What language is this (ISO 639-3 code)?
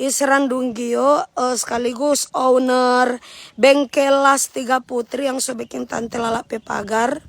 xmm